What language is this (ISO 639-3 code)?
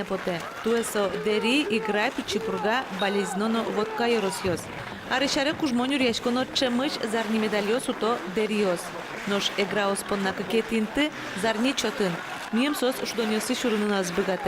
udm